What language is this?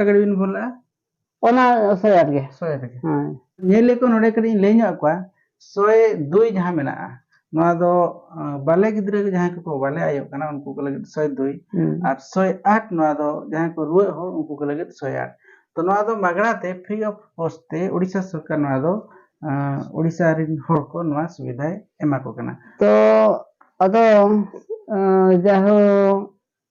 Santali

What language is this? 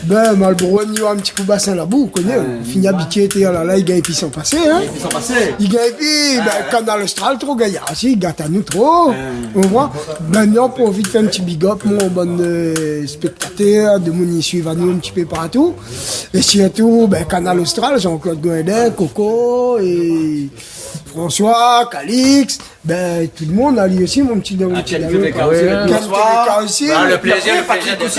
Réunion Creole French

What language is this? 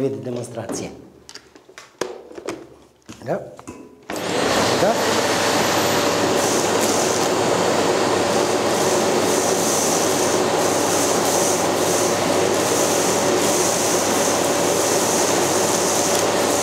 Serbian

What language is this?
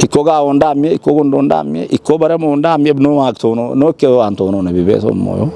Kafa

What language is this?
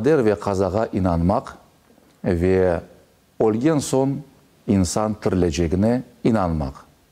Crimean Tatar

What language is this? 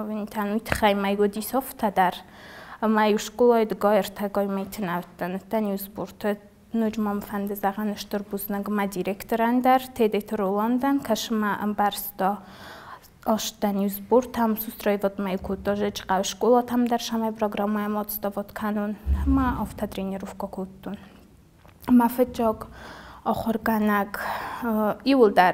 Ossetic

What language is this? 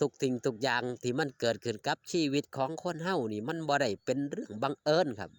Lao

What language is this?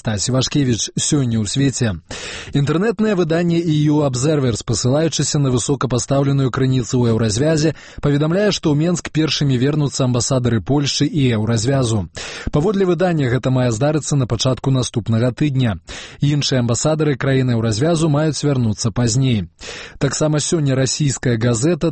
Belarusian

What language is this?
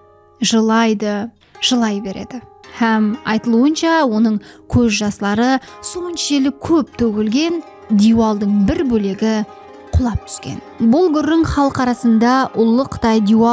Kara-Kalpak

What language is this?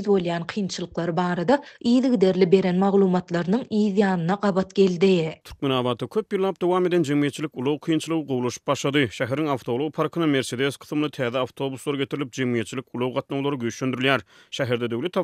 Turkmen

